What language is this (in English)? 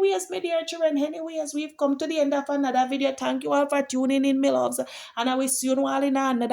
Jamaican Creole English